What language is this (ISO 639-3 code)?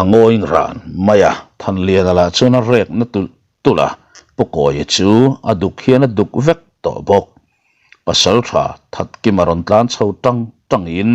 lus